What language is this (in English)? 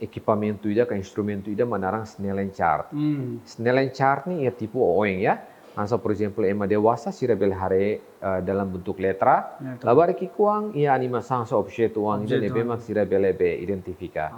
Tetum